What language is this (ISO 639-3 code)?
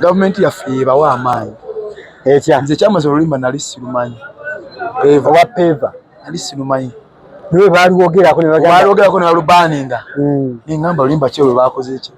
lug